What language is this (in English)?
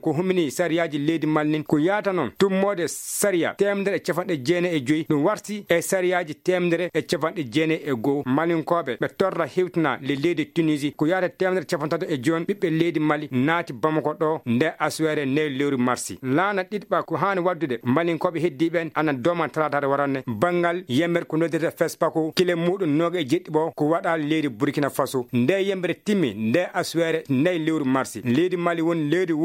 Fula